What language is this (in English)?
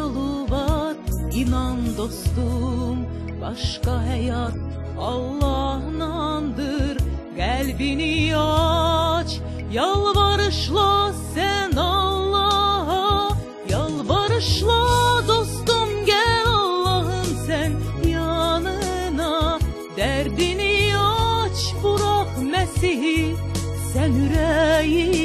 South Azerbaijani